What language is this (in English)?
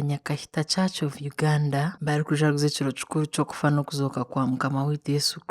Nyankole